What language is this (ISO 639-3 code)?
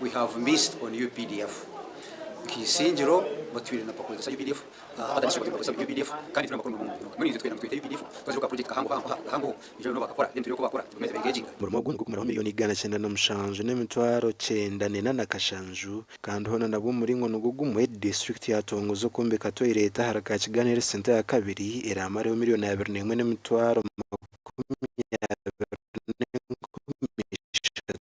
nyn